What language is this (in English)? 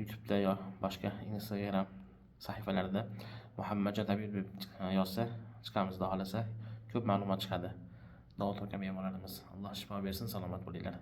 Uzbek